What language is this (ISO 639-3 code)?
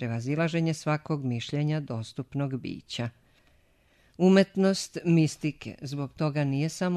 srp